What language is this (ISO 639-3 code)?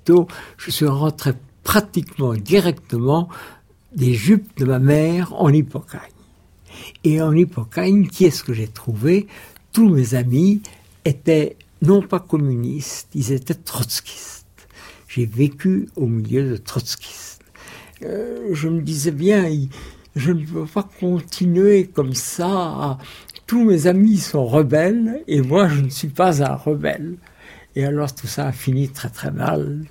fra